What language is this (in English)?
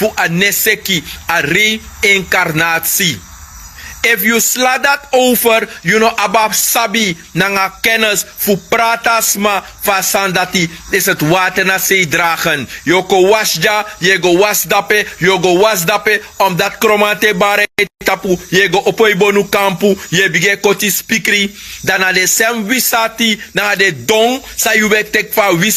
Sranan Tongo